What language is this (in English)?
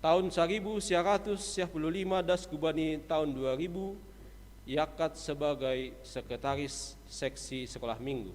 Batak Simalungun